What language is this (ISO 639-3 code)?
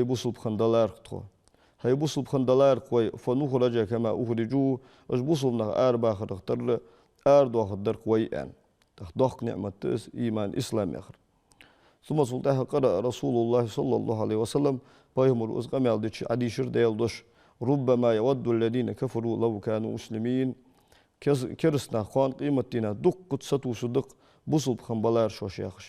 inh